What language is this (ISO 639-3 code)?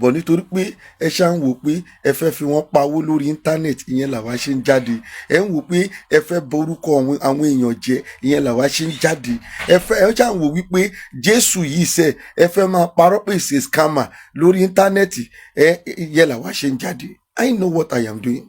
yor